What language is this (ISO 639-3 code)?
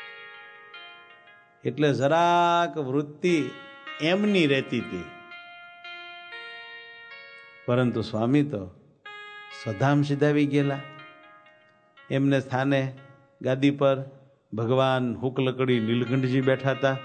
guj